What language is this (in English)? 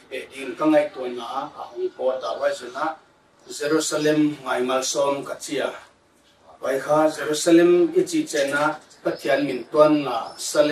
Paite Chin